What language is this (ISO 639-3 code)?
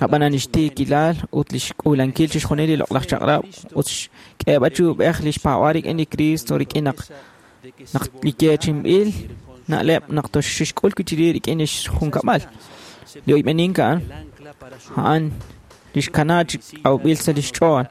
kek